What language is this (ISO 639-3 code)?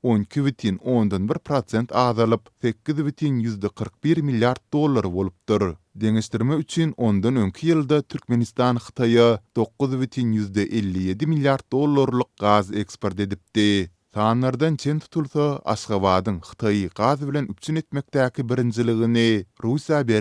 tuk